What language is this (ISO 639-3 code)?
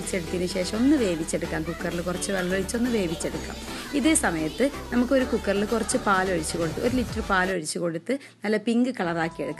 mal